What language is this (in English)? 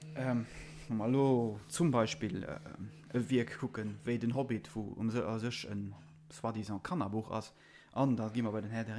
Luxembourgish